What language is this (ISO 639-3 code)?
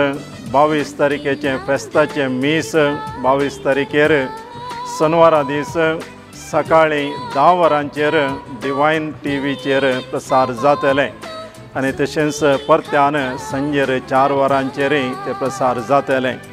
kok